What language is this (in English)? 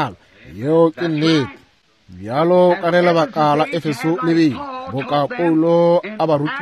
Northern Sotho